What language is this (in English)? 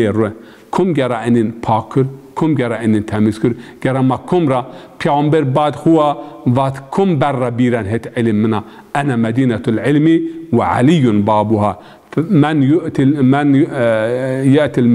Zaza